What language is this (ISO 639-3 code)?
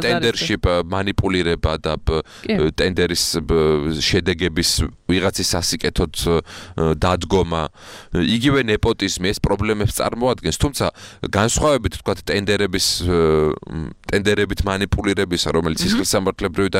kat